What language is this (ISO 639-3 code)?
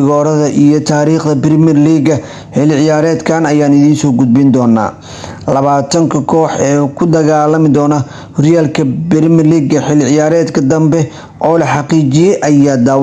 som